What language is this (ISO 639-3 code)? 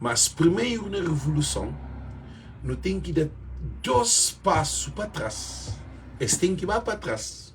kea